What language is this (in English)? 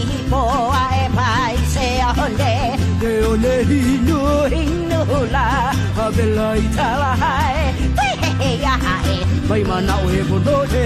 Hawaiian